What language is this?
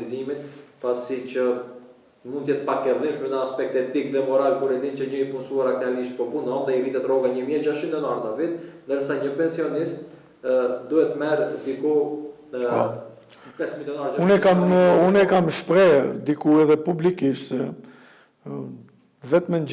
Albanian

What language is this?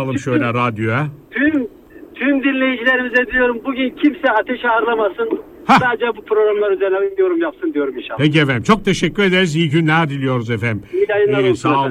Turkish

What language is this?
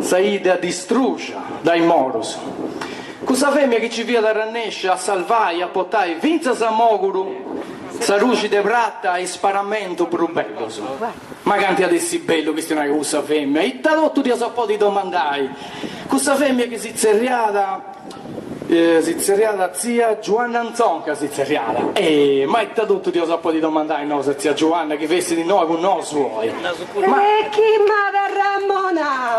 Sardinian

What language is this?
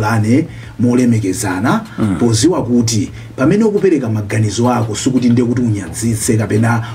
Nyanja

